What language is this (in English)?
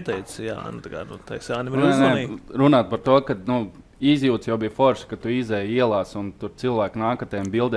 Latvian